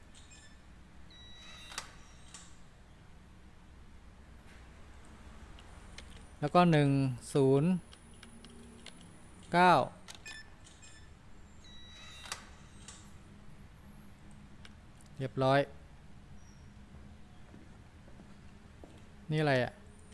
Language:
Thai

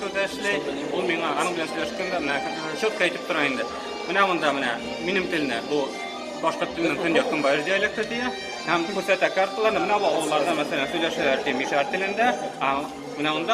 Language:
Tatar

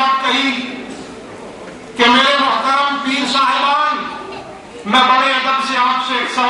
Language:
Urdu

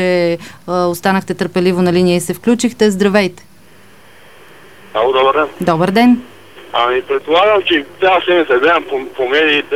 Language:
Bulgarian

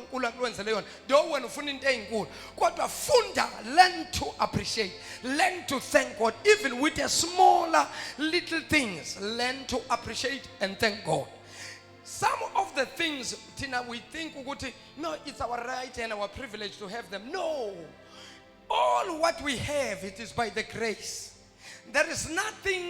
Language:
Zulu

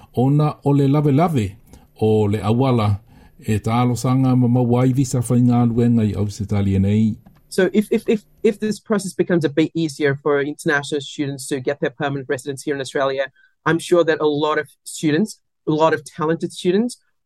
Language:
Samoan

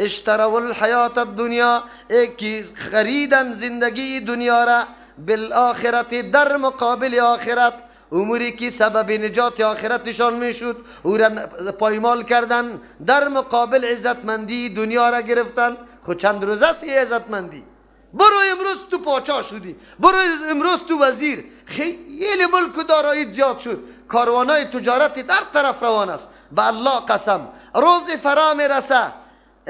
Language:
Persian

